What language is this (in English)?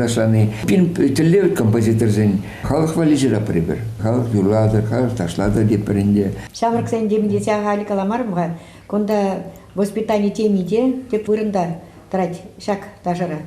Chuvash